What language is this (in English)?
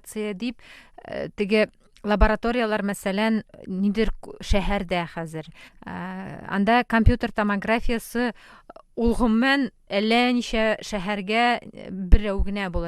Tatar